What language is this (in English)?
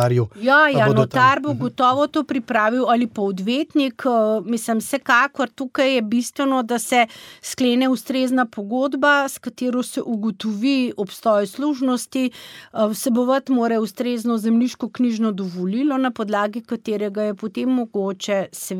Slovenian